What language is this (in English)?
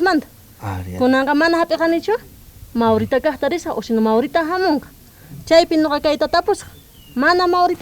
South Bolivian Quechua